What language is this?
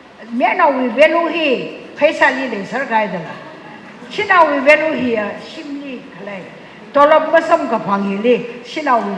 Tangkhul Naga (India)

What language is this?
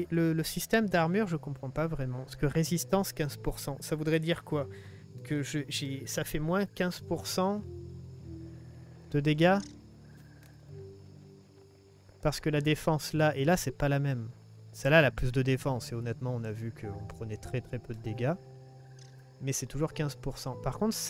French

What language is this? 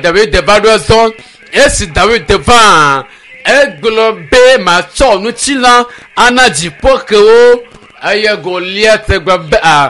Ewe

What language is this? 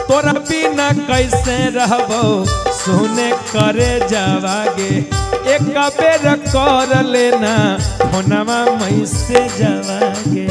Magahi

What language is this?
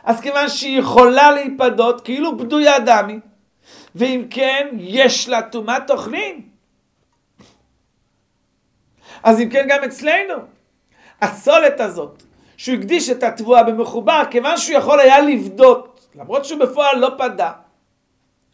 Hebrew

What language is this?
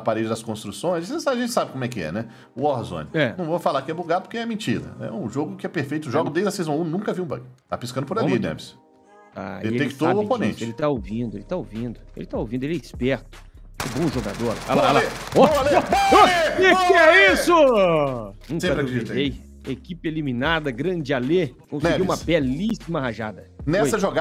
Portuguese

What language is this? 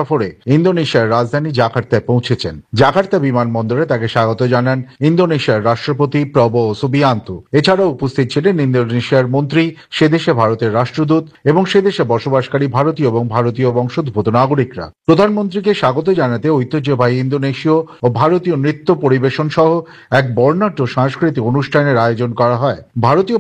Bangla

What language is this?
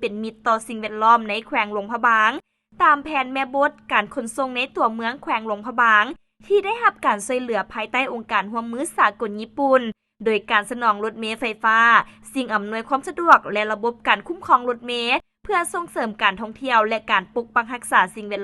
Lao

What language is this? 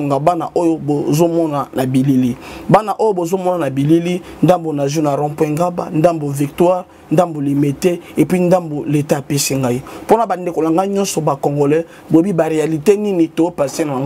Lingala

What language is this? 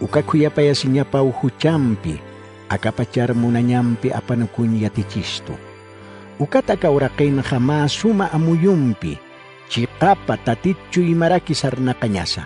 Aymara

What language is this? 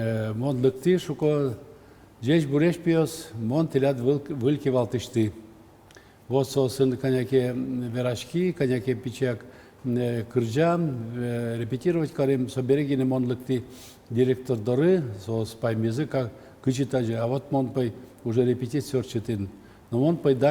Udmurt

